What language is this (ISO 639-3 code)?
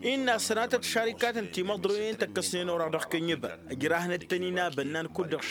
taq